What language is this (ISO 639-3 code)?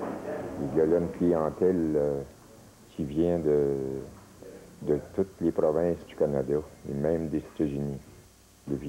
fra